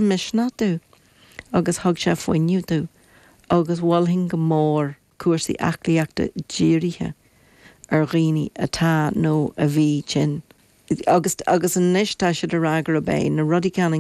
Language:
Irish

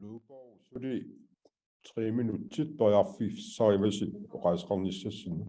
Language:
Inuktitut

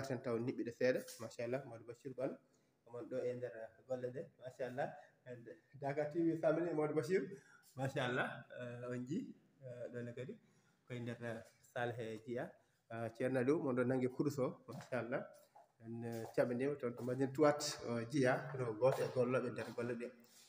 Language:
Fula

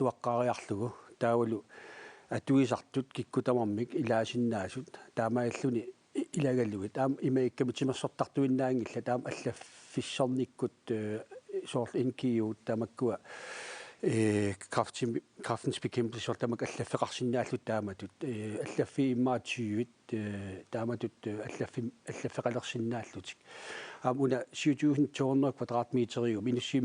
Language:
Kalaallisut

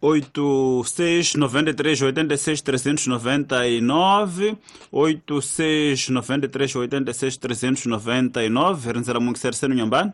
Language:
Tsonga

